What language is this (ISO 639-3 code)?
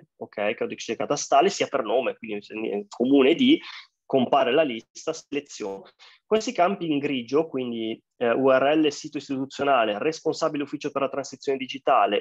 ita